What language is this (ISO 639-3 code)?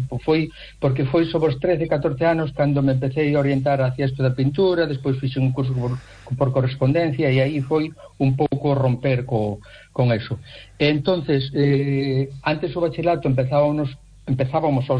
glg